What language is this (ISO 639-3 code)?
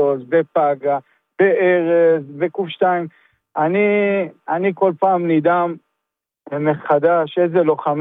heb